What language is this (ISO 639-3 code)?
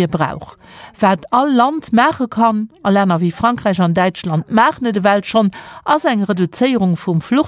ltz